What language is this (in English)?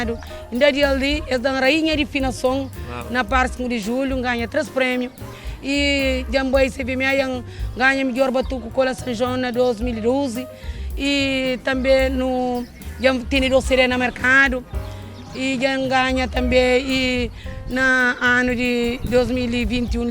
Kabuverdianu